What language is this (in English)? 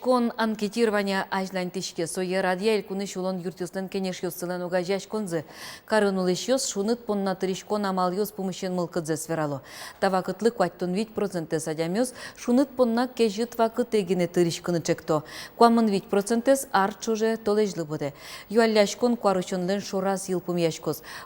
Udmurt